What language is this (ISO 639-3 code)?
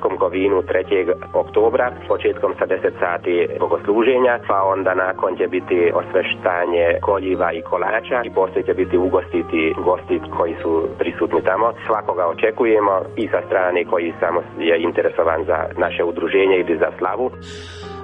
srp